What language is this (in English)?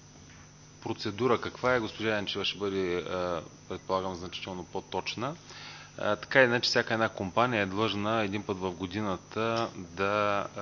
Bulgarian